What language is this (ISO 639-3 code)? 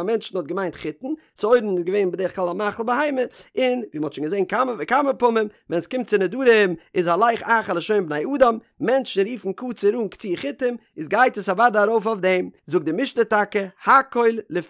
yid